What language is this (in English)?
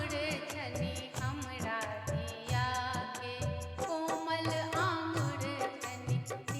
Maithili